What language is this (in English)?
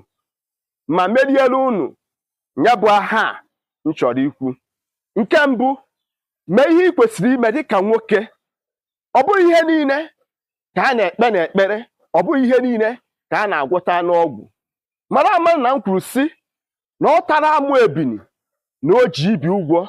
Igbo